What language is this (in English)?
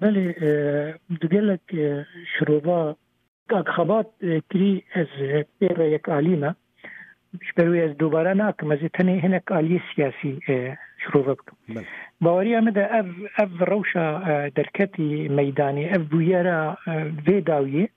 Kurdish